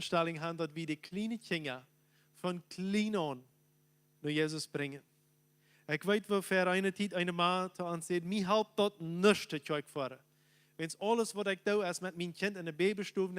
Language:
Plautdietsch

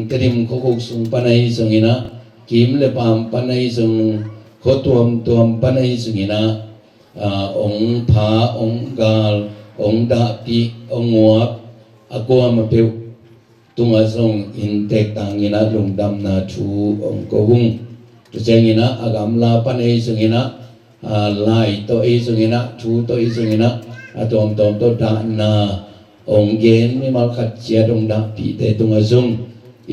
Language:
Tedim Chin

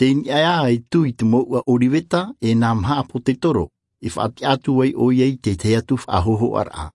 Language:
Tahitian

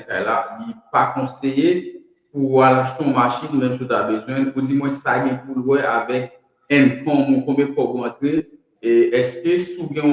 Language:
Haitian Creole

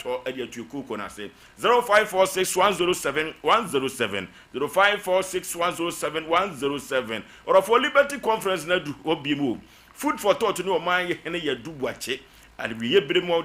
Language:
Akan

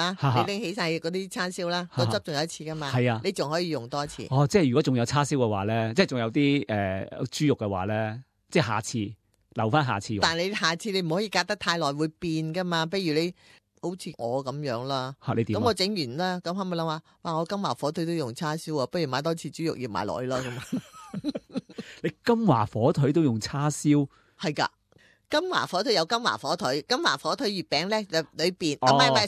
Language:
Cantonese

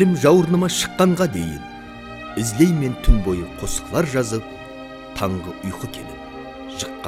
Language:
Kara-Kalpak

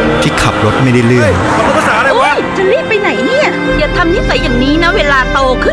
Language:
Thai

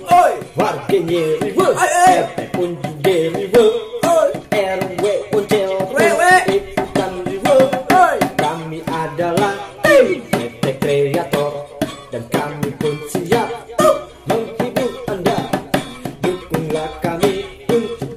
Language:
Betawi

